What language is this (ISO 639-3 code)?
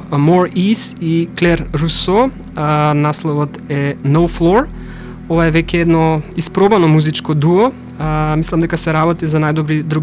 mkd